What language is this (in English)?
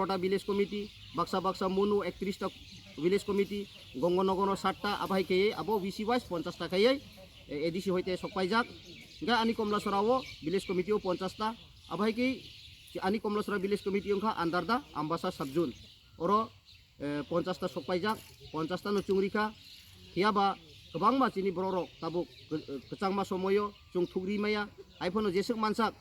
Kok Borok